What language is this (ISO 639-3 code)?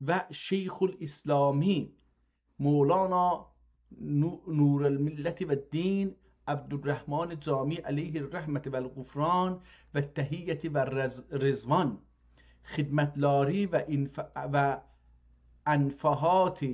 azb